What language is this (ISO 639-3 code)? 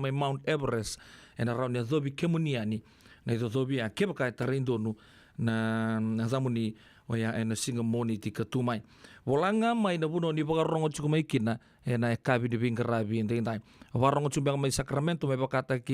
fij